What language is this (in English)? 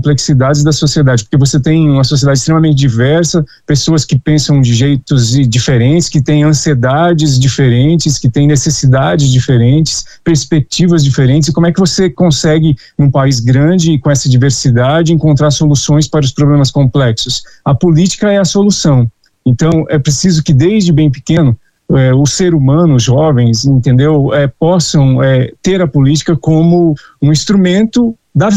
Portuguese